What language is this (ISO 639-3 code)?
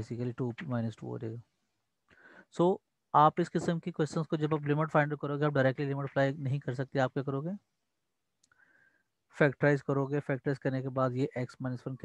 hin